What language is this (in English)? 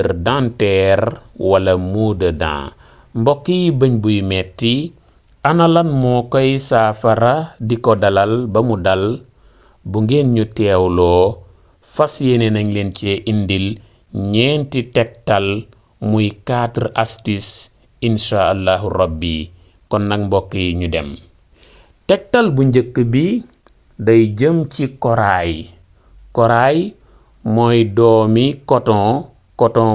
Wolof